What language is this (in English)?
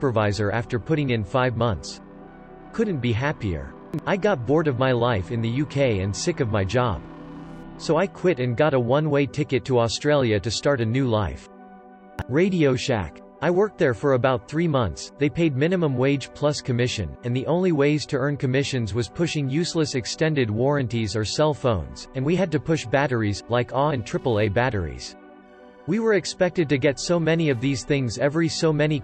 English